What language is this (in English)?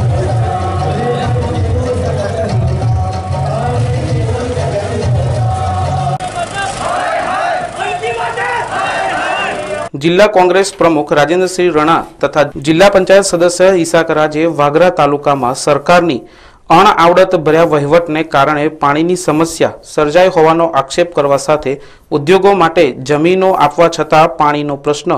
Gujarati